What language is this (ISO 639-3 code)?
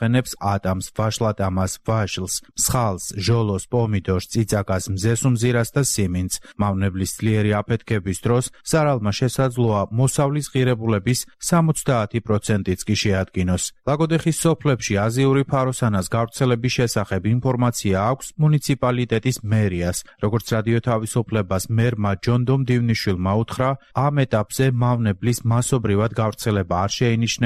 kat